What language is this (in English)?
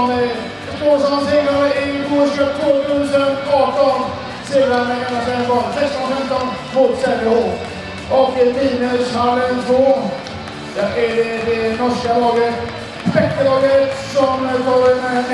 Swedish